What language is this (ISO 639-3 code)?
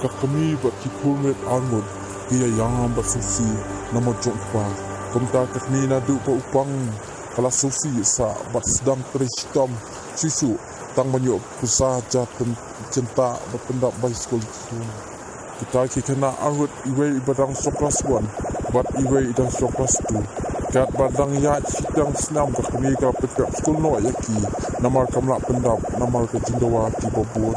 kha